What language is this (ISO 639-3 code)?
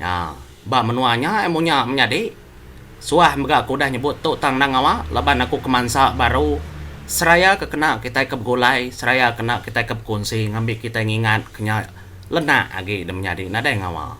iba